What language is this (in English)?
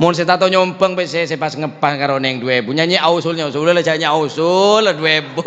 Madurese